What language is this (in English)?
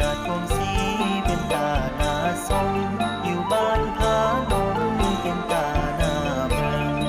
Lao